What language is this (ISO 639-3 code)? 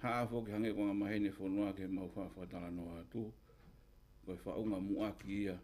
ton